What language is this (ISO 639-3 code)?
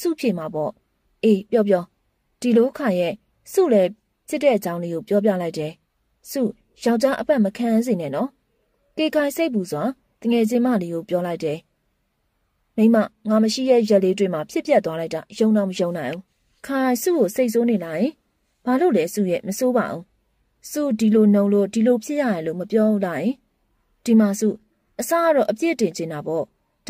mya